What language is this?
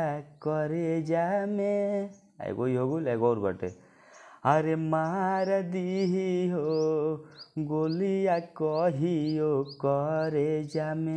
Bhojpuri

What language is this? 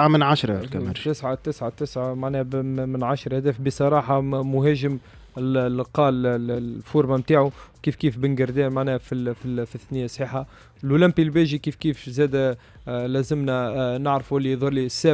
Tunisian Arabic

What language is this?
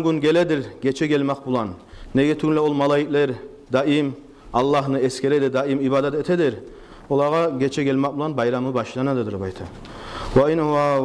Kumyk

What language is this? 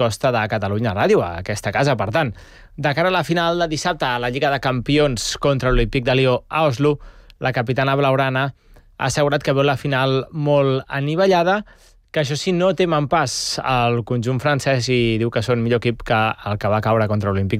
Catalan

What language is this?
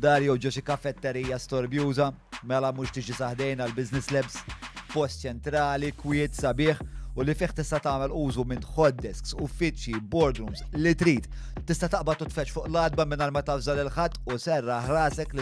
Maltese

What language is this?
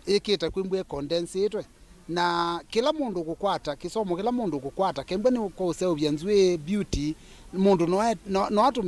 Kamba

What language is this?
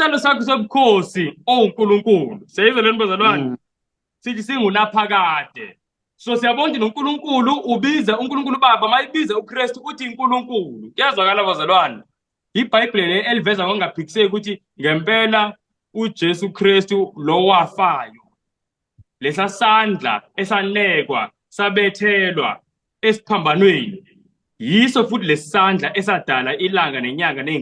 Zulu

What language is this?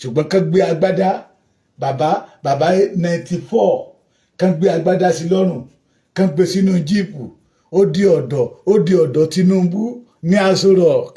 Yoruba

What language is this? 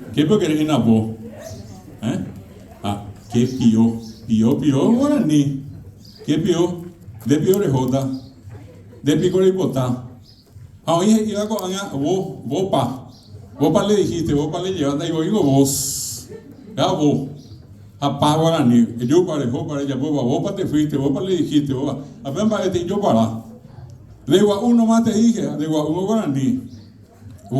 Guarani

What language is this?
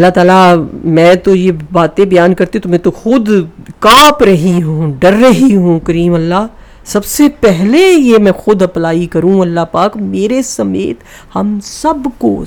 Urdu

